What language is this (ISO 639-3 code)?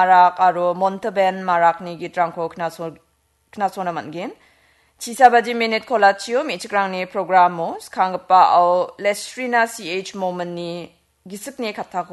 grt